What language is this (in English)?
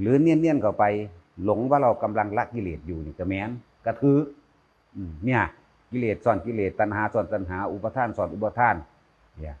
Northeastern Thai